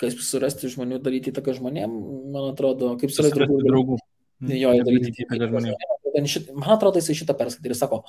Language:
Lithuanian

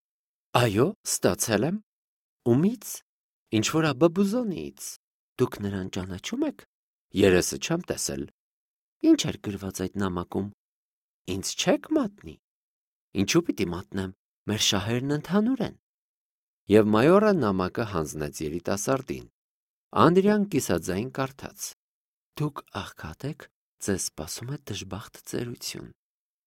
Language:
Armenian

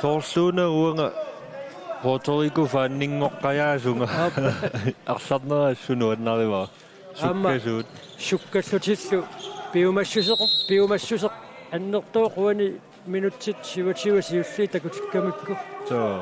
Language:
Kalaallisut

